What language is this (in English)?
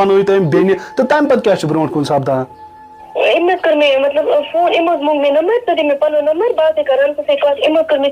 Kashmiri